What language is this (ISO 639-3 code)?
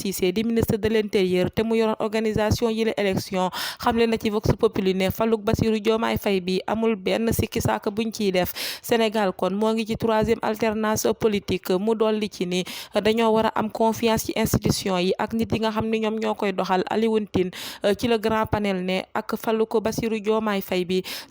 wol